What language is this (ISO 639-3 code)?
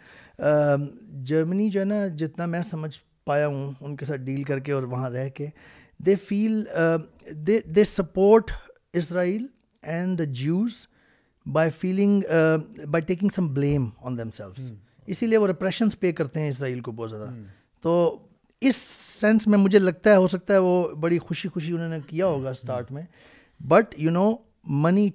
urd